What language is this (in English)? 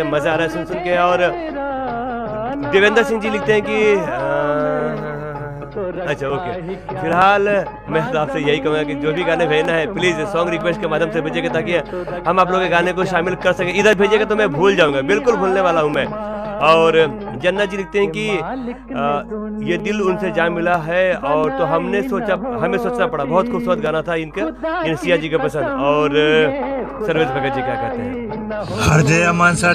Hindi